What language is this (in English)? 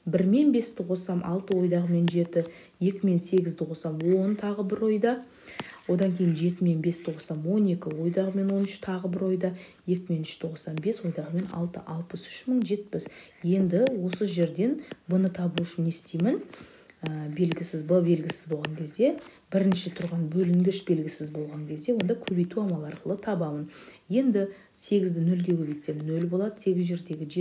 Kazakh